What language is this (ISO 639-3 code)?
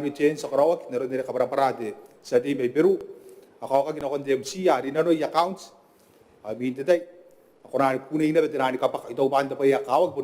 gil